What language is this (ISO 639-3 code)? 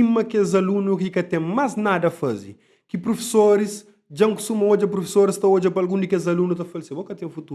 kea